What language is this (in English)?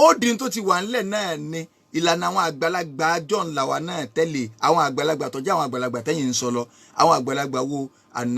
Yoruba